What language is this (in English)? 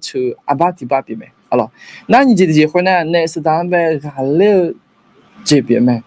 Akha